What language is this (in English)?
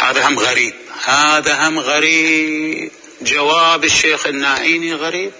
Mesopotamian Arabic